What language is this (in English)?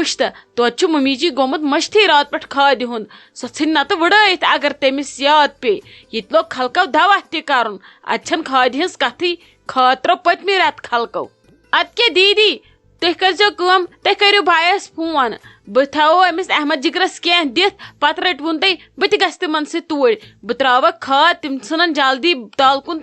Kashmiri